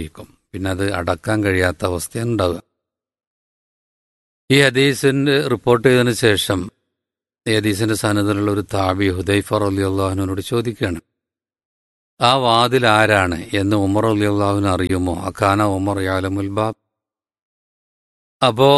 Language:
Malayalam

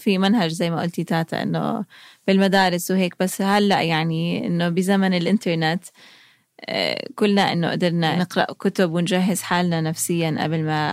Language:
North Levantine Arabic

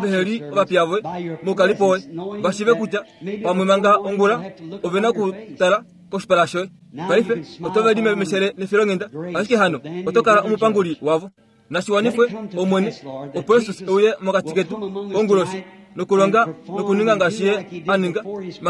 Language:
Kuanyama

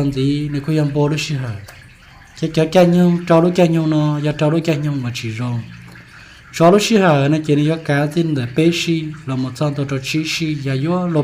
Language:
Hmong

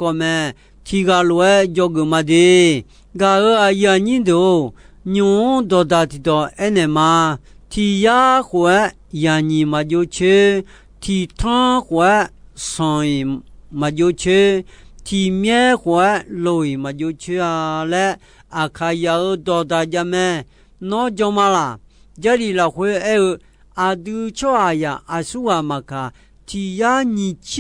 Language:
Akha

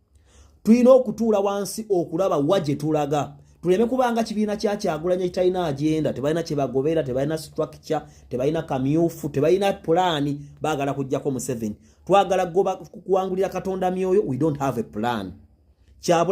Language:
Ganda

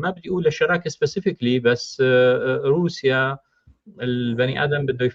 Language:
North Levantine Arabic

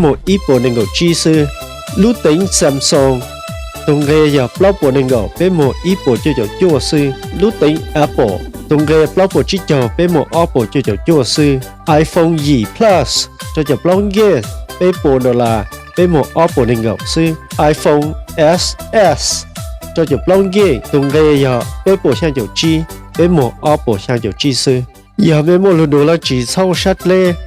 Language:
Hmong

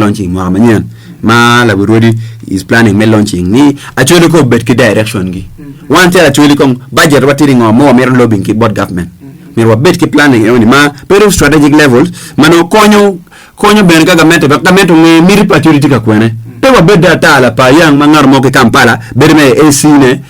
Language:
Acoli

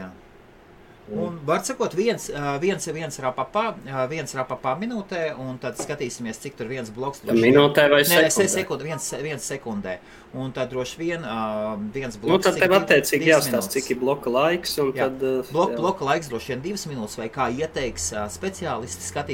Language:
Latvian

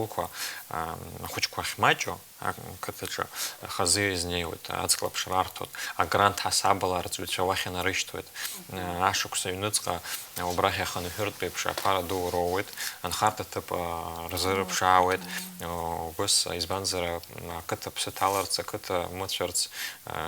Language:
Abkhazian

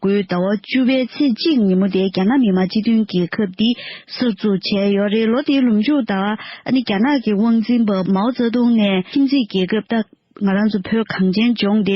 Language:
Tibetan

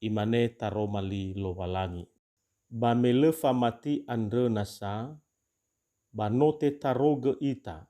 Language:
Nias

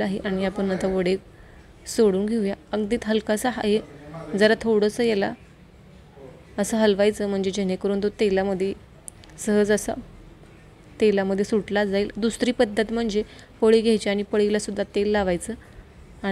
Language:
Marathi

